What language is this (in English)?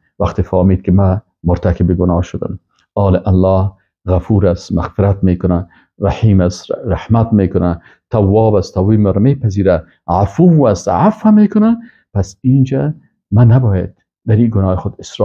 Persian